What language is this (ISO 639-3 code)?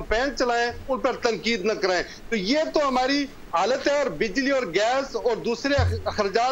urd